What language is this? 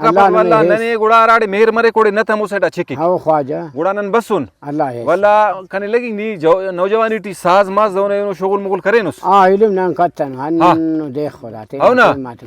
Brahui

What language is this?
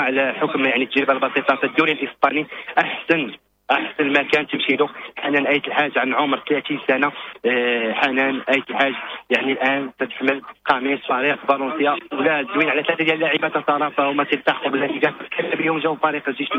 Moroccan Arabic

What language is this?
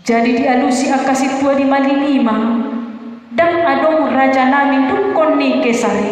Batak Toba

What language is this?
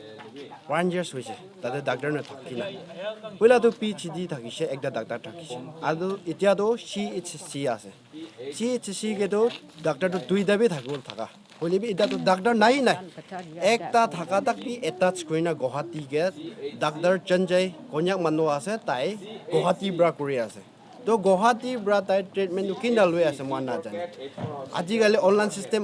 Naga Pidgin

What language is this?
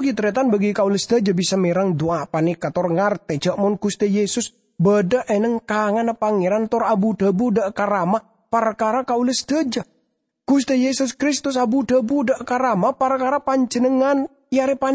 Madurese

